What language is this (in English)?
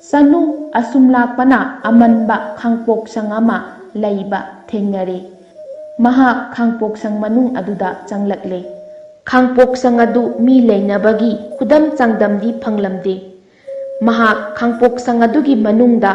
Manipuri